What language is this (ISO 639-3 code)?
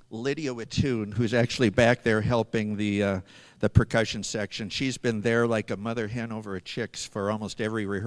eng